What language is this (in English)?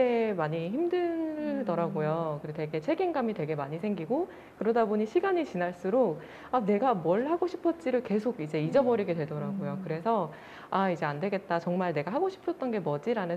Korean